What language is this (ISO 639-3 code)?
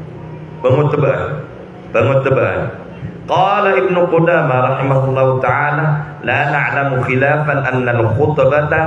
mrw